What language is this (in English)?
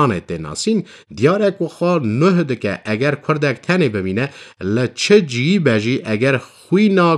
Kurdish